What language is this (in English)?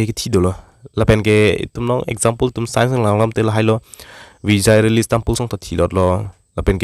Karbi